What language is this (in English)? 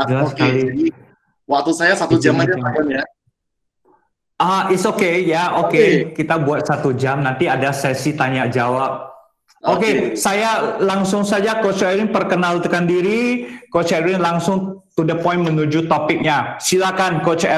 Indonesian